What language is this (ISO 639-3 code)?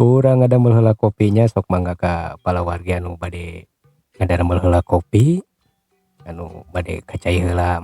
sun